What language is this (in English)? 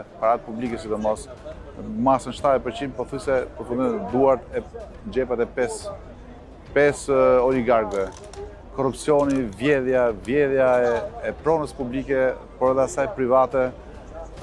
Albanian